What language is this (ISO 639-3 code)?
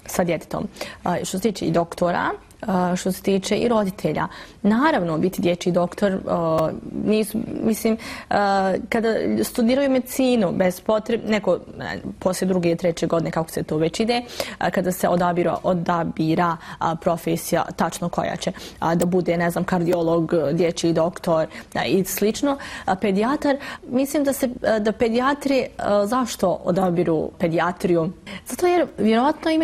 bos